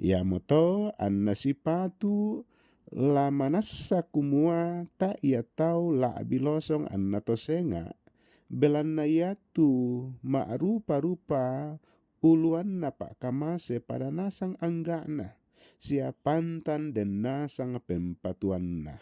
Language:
Toraja-Sa'dan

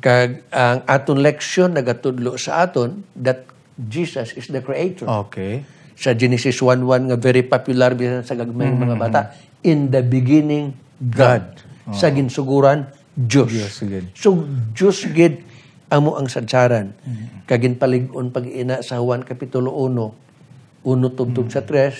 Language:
Hiligaynon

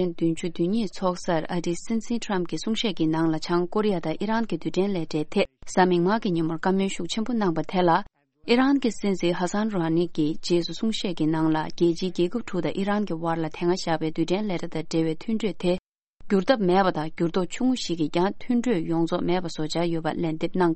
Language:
Tibetan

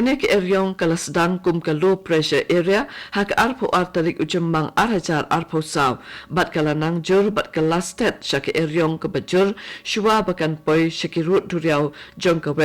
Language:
Khasi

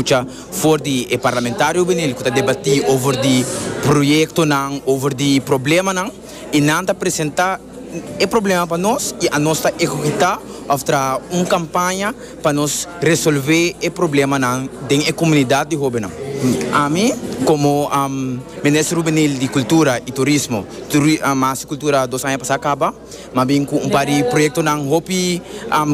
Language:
Papiamento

